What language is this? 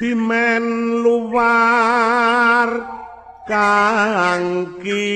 Javanese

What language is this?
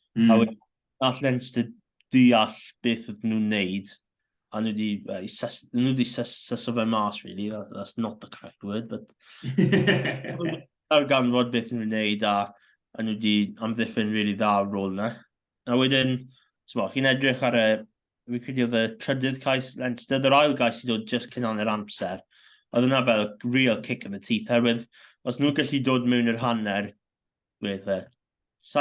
Welsh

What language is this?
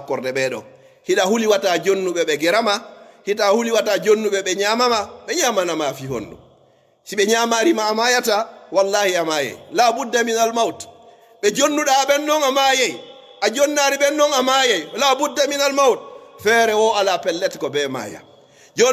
Pular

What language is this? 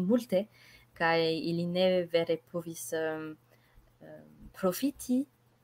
Esperanto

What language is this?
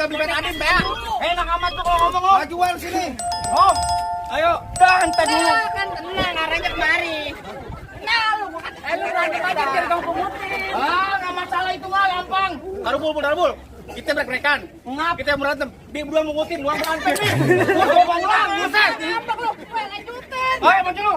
Betawi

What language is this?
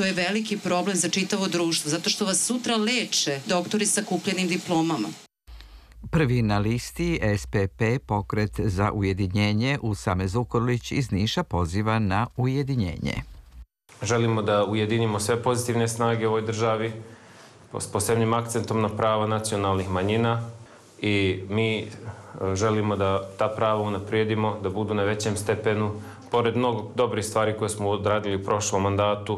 Serbian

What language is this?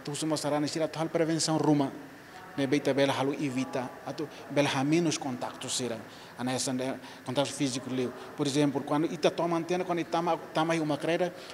Tetum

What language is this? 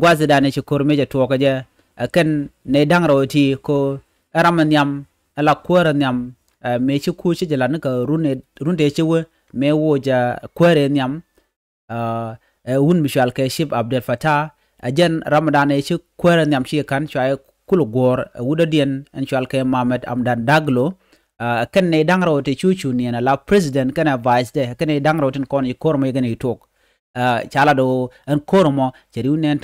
Nuer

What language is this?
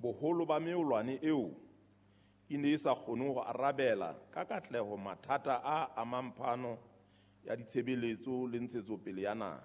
Southern Sotho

